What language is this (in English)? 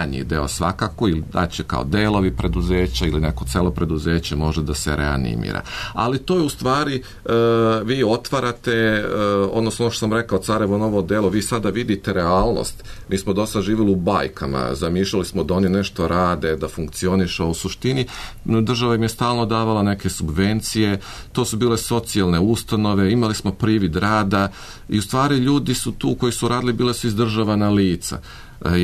Serbian